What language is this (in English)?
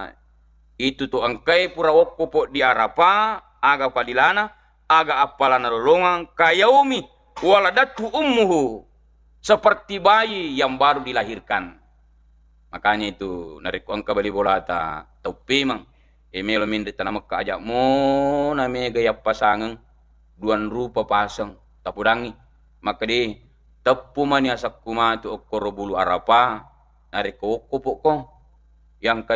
Buginese